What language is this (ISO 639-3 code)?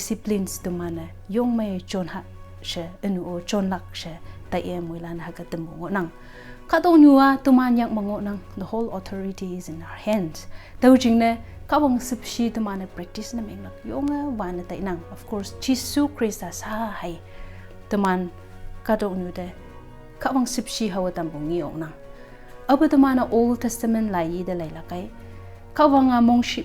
nbe